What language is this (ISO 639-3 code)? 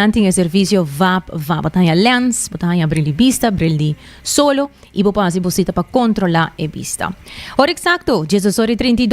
pap